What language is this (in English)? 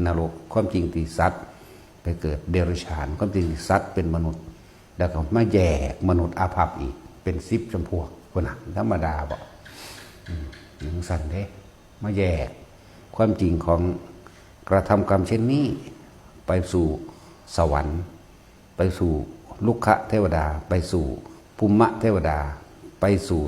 Northeastern Thai